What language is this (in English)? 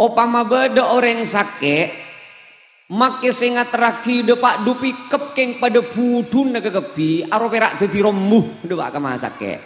Madurese